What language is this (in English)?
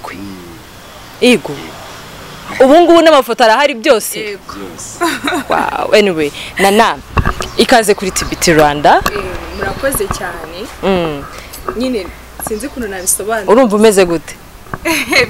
Kinyarwanda